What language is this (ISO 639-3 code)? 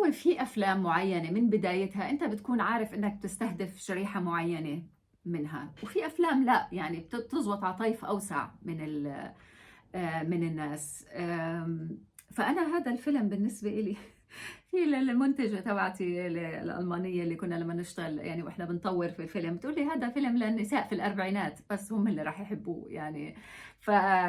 apc